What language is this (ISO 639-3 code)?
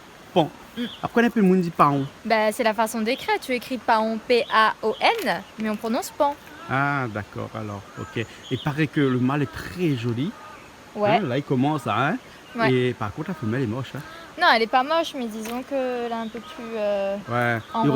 rcf